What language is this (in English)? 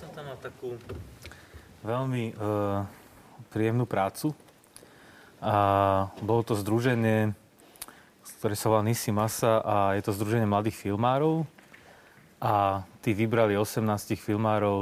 Slovak